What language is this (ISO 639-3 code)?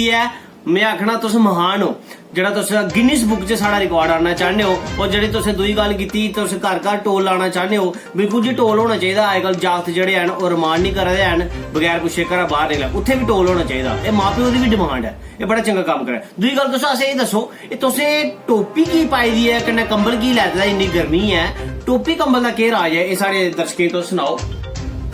doi